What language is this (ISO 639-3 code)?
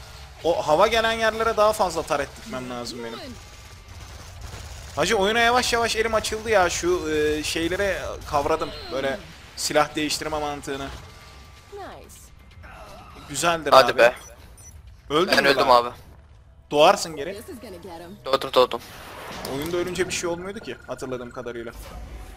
tur